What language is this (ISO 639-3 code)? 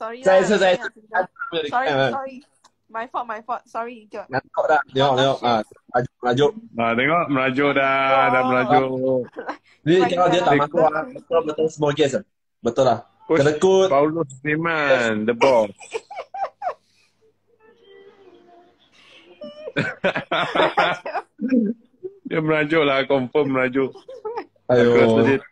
msa